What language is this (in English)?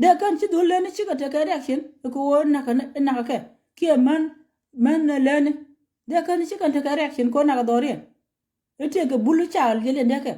Nuer